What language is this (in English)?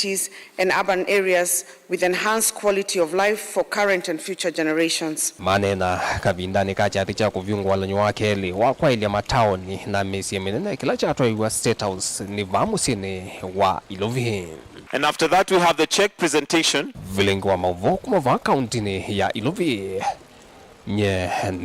Kamba